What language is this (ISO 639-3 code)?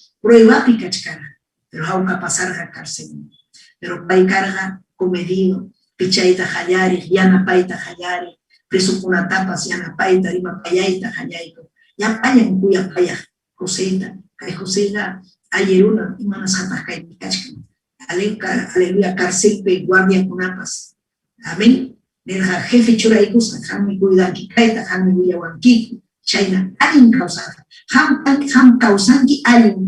quy